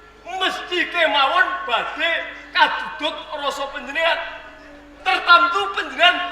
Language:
Javanese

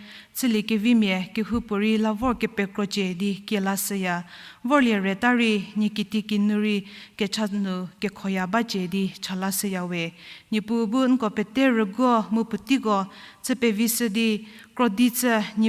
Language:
Angami Naga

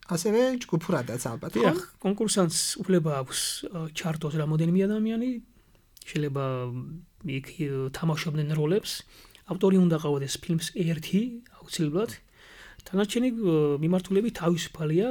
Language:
Georgian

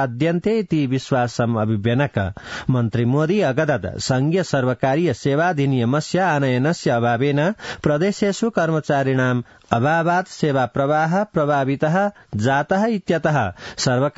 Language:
Sanskrit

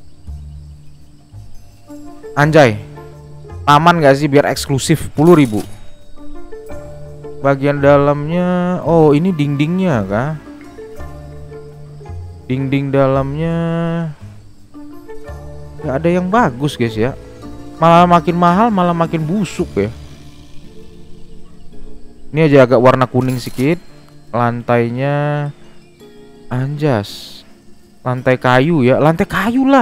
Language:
Indonesian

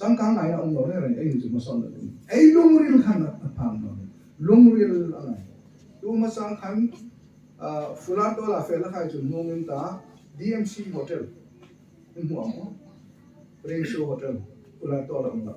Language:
Hmar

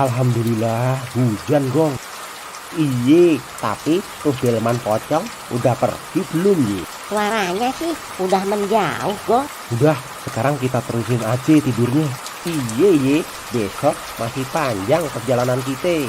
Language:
Betawi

